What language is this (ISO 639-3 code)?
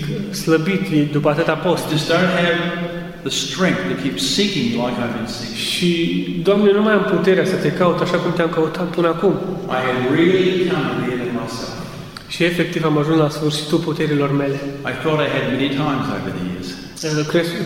ron